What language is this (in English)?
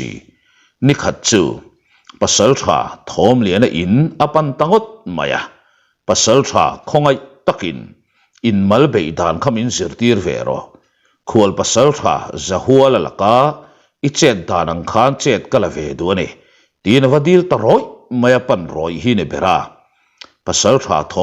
Mizo